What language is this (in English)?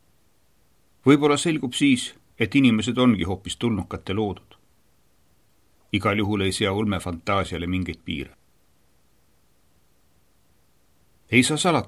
Estonian